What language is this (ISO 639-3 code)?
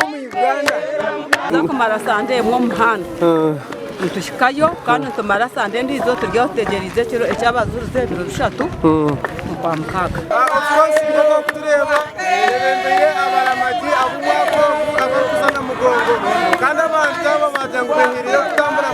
nyn